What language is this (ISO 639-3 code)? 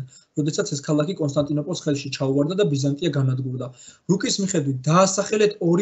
kat